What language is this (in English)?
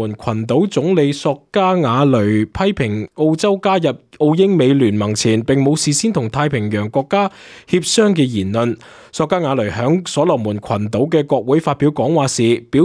Cantonese